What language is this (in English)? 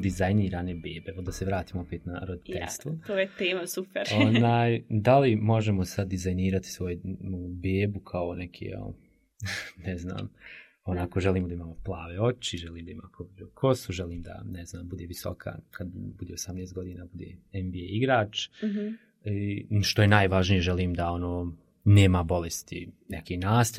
Bosnian